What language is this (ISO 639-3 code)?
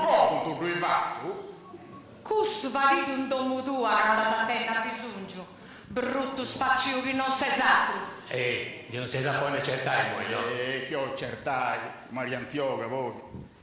srd